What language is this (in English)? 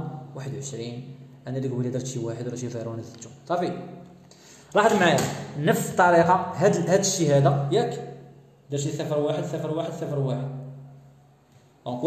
Moroccan Arabic